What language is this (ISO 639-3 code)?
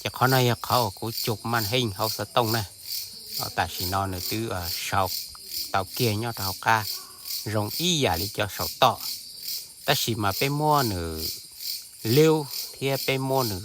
hmn